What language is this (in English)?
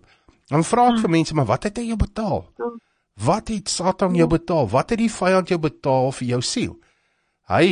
Afrikaans